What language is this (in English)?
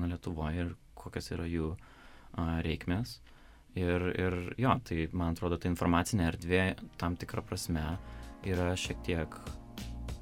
Lithuanian